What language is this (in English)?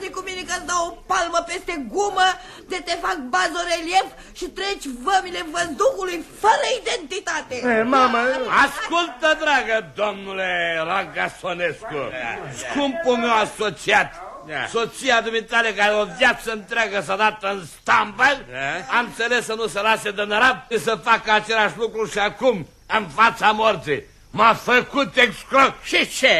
Romanian